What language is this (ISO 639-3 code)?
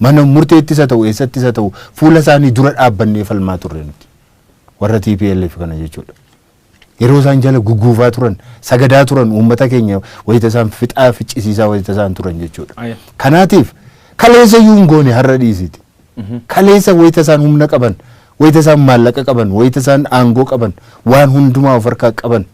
orm